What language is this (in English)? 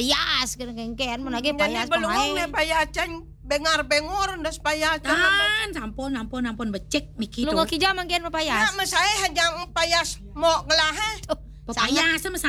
Balinese